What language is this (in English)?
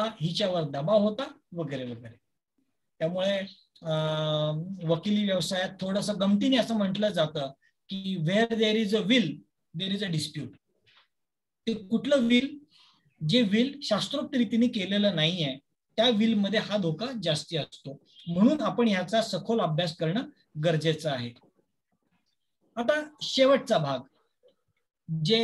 Marathi